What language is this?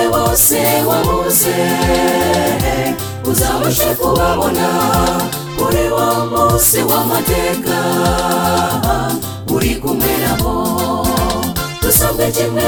Kinyarwanda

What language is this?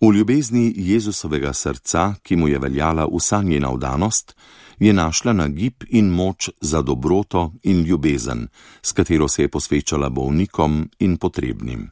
Slovenian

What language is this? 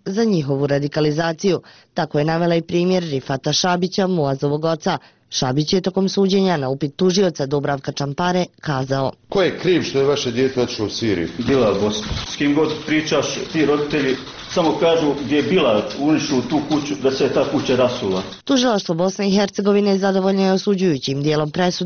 Bosnian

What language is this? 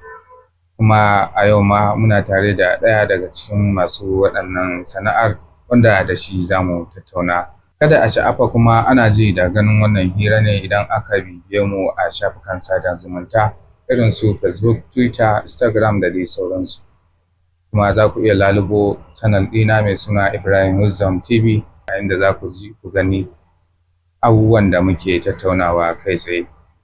Hausa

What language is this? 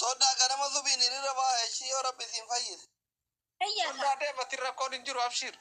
Oromo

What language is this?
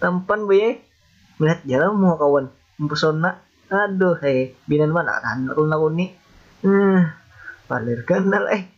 Banjar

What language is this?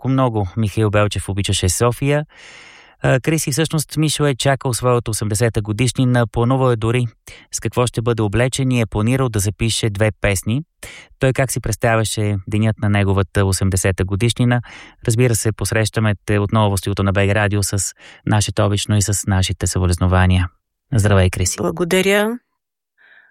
Bulgarian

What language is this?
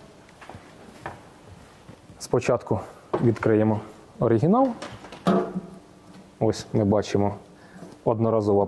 Ukrainian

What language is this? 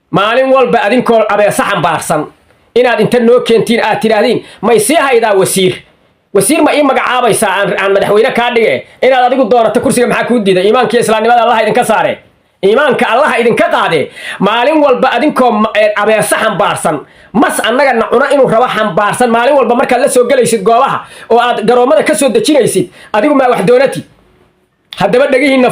Somali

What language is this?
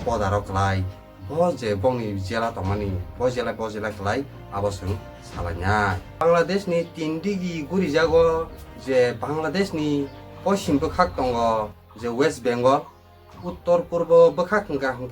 Kok Borok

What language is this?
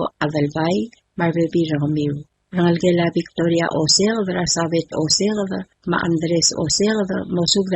Palauan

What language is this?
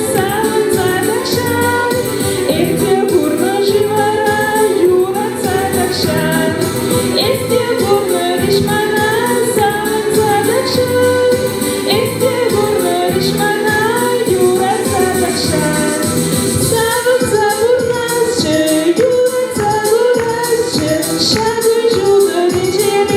Chuvash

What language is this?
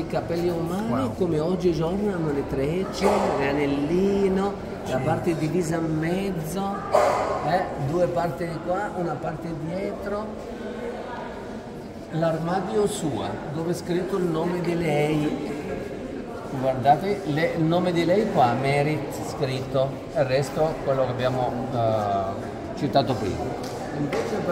Italian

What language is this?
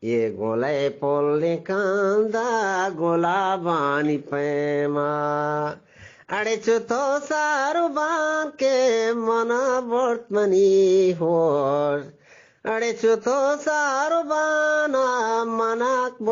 Eastern Balochi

